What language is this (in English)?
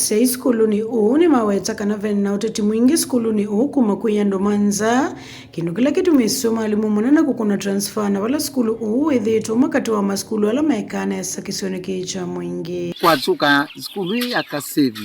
Kamba